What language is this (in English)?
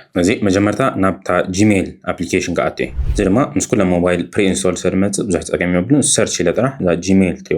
Tigrinya